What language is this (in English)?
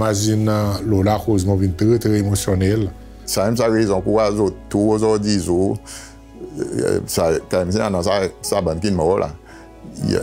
Seselwa Creole French